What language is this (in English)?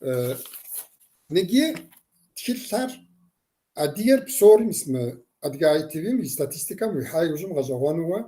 Kabardian